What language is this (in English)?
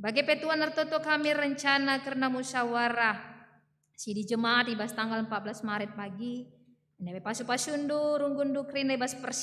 Batak Karo